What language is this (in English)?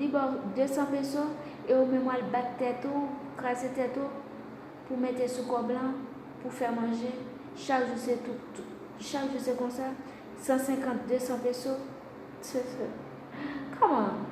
Haitian Creole